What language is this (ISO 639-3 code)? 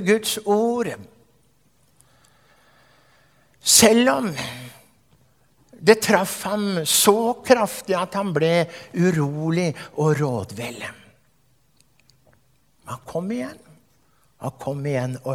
nor